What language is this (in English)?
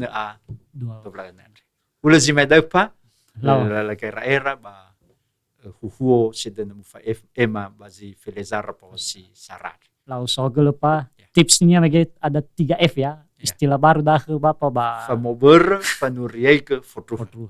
Nias